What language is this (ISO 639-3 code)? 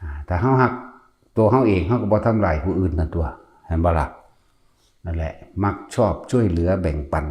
tts